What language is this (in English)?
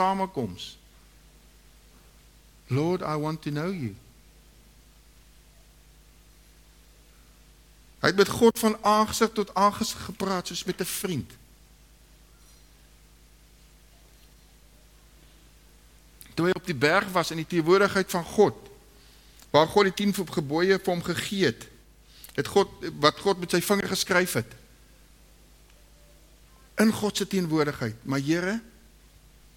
Afrikaans